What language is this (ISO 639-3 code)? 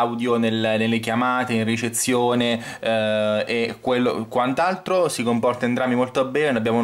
ita